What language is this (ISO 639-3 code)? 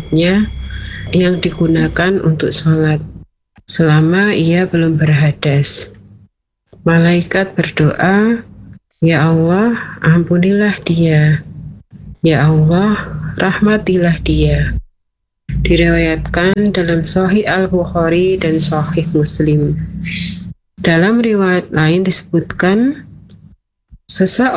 ind